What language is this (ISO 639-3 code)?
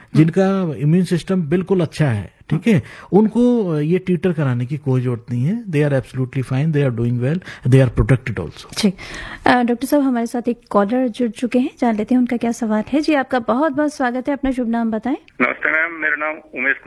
hin